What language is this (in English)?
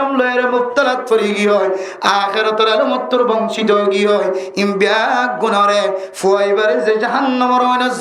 Rohingya